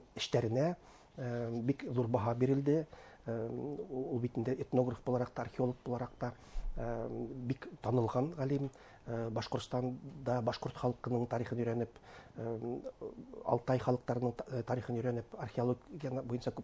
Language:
Bashkir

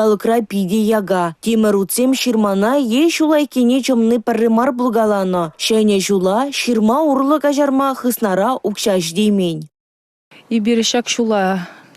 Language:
Chuvash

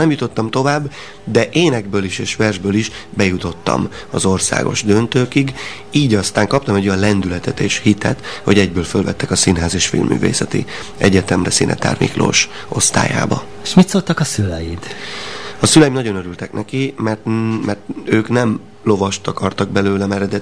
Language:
Hungarian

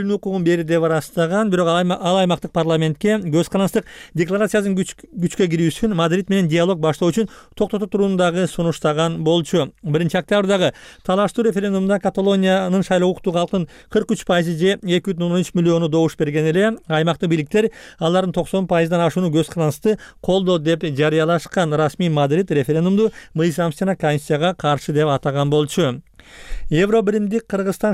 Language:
Kyrgyz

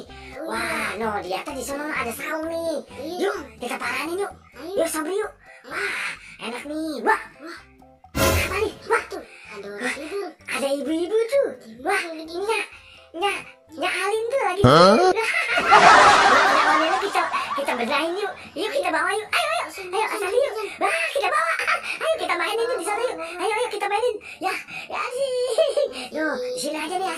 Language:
Betawi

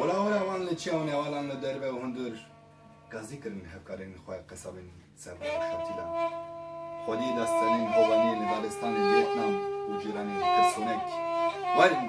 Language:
Kurdish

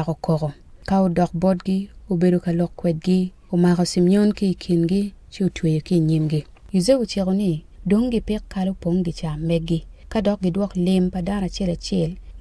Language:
Acoli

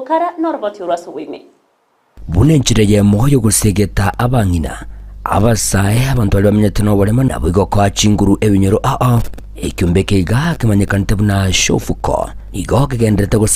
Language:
Gusii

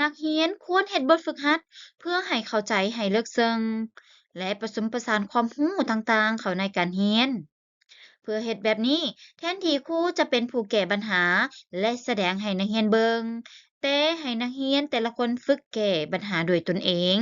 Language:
Lao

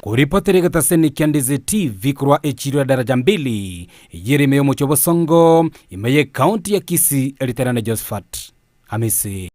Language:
Gusii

